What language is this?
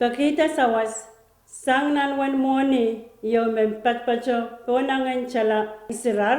Pohnpeian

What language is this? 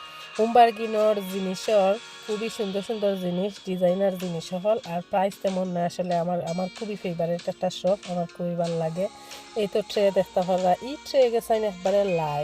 Sylheti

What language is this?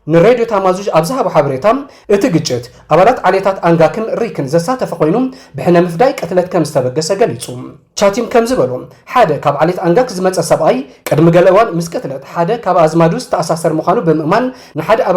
Tigrinya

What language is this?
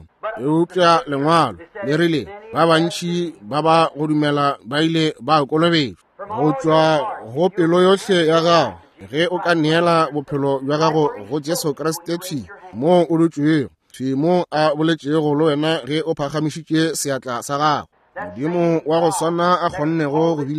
Northern Sotho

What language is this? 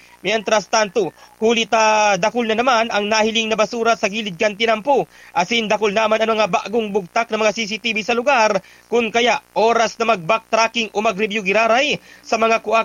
Bikol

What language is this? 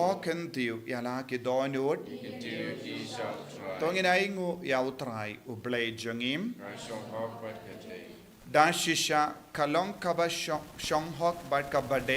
Khasi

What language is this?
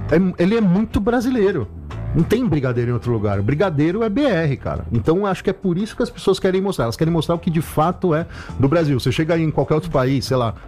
Portuguese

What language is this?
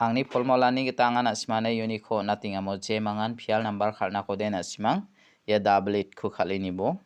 Garo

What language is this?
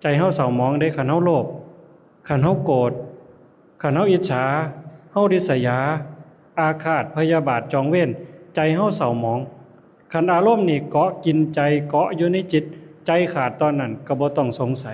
Lao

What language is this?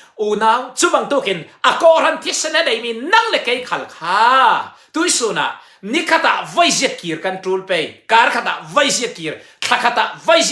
Falam Chin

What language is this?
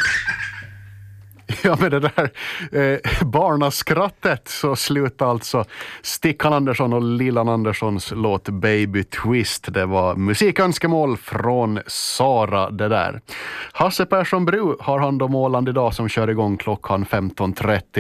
Swedish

